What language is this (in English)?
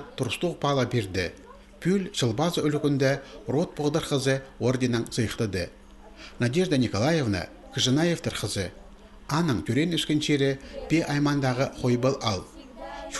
Khakas